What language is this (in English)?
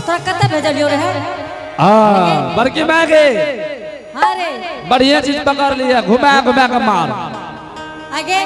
Angika